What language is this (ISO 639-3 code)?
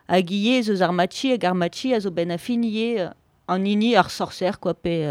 bre